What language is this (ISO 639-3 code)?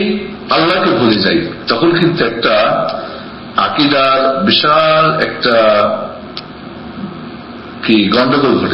ben